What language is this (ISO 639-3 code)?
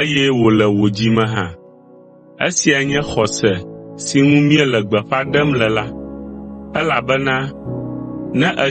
ewe